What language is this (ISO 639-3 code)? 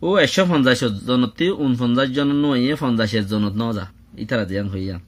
rhg